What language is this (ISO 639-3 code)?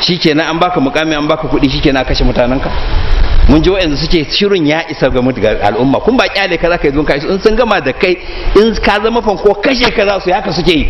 hau